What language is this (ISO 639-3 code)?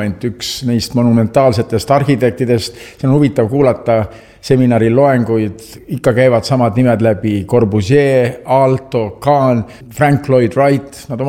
est